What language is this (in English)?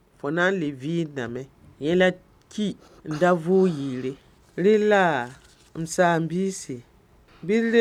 Mossi